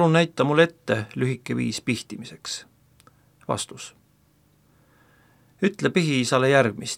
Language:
Estonian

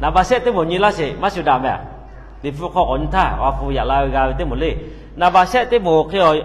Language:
Lahu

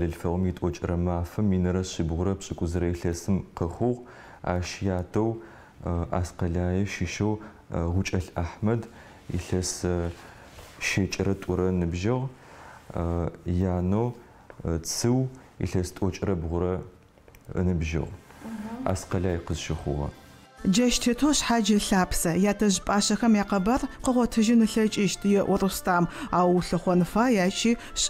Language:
Adyghe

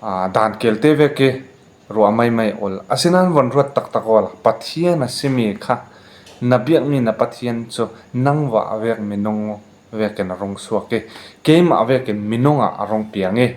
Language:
Falam Chin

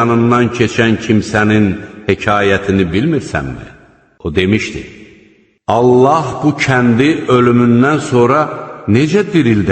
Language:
Azerbaijani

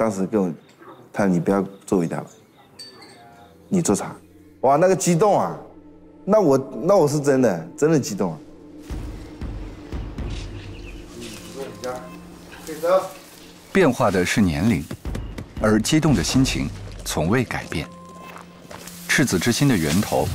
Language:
Chinese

